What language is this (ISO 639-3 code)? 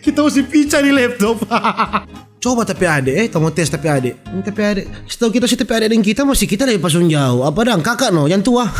xmm